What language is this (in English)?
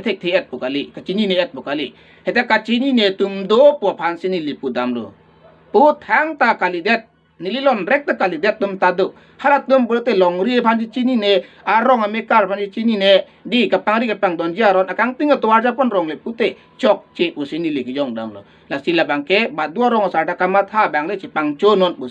Karbi